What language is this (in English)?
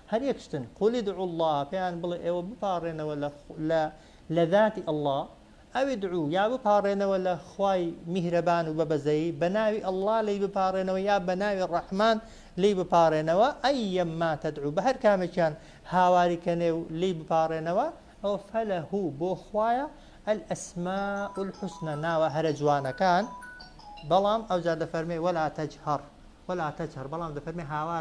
Central Kurdish